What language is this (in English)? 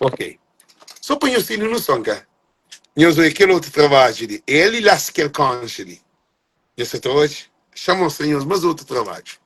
Kabuverdianu